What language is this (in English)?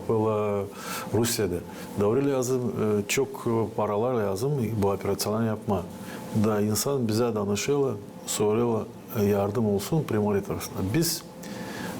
Gagauz